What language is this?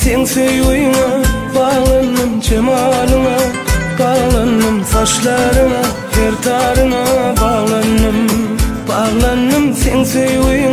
Turkmen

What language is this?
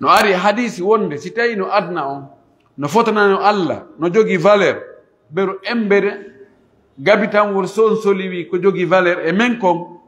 Pular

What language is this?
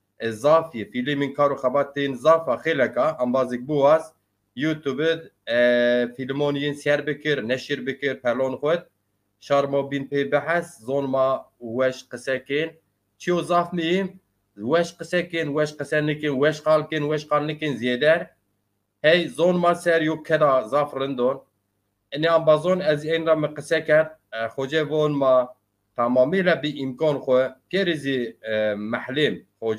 Zaza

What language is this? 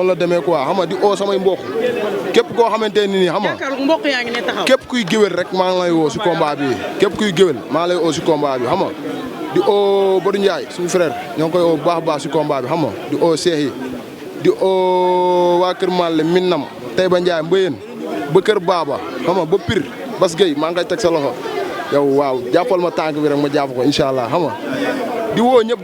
Wolof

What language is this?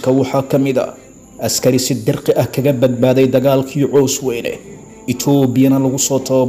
Somali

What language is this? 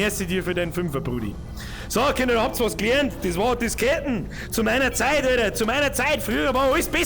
Bavarian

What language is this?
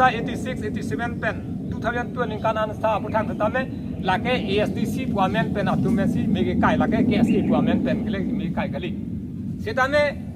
Karbi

